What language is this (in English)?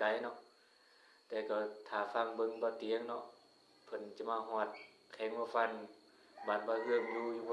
Lao